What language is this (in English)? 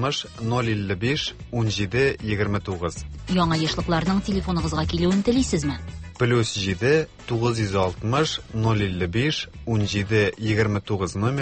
Tatar